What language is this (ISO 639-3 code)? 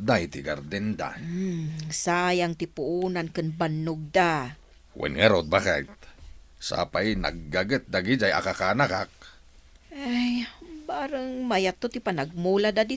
ilo